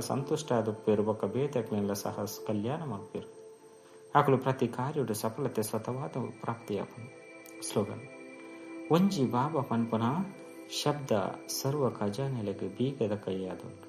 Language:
Tulu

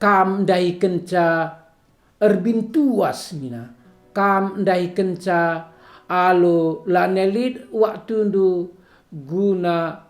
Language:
Batak Karo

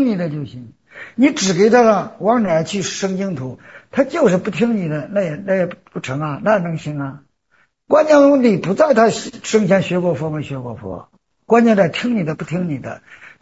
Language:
Chinese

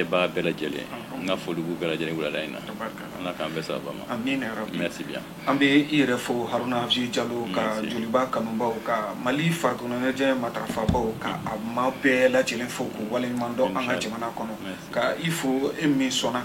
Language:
Bambara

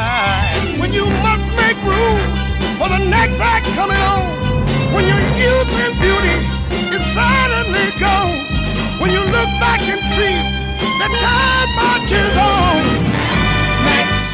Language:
Italian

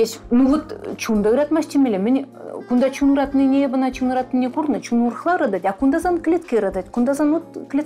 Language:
Chuvash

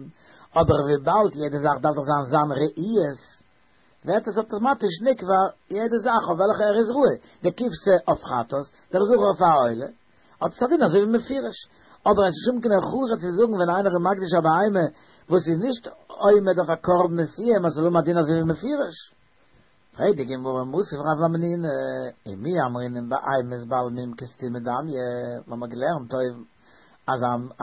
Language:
Yiddish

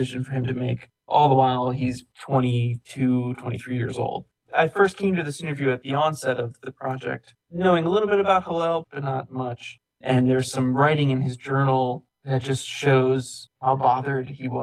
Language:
English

